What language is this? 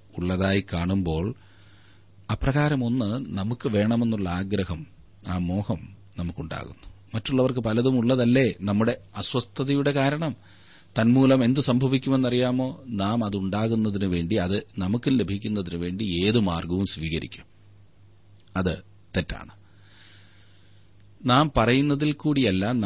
Malayalam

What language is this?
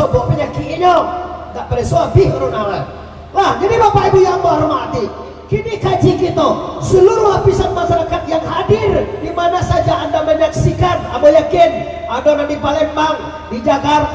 Minangkabau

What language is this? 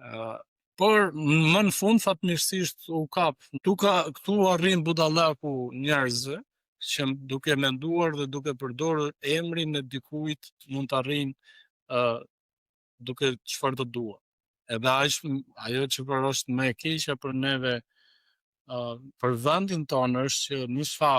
Albanian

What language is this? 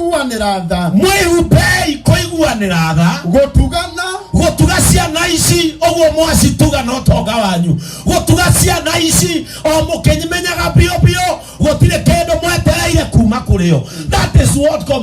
Kikuyu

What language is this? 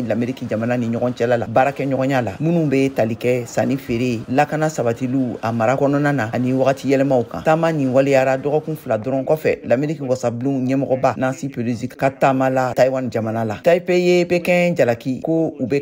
Bambara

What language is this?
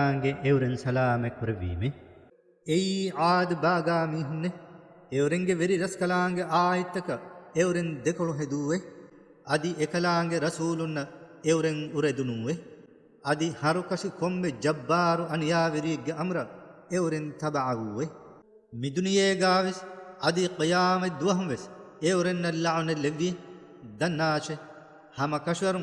Divehi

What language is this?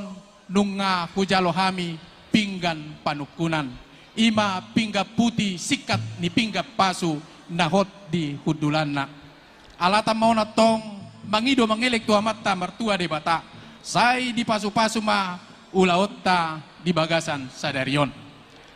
Batak Toba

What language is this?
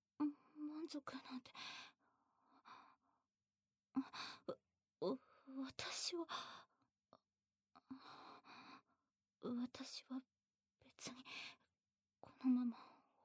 Japanese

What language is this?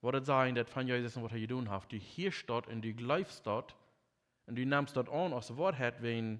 Plautdietsch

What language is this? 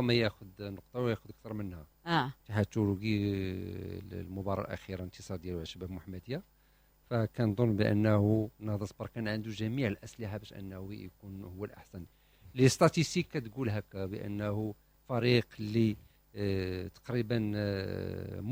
Moroccan Arabic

